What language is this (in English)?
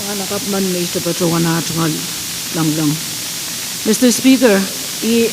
Pohnpeian